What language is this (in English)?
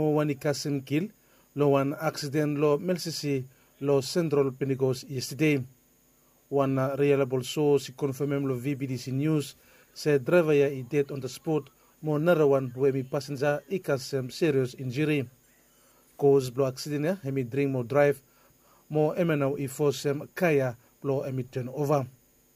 Bislama